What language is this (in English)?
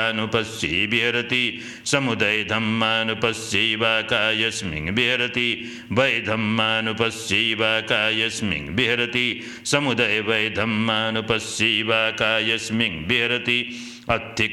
Pali